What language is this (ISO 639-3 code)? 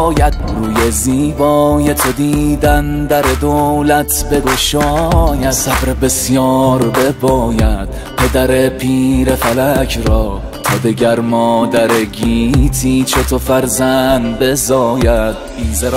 fas